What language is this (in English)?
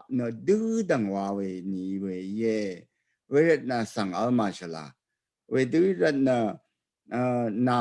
Rawang